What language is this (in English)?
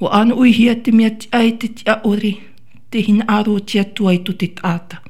Tahitian